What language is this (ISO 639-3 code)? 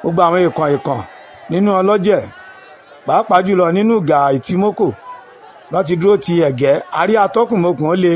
yor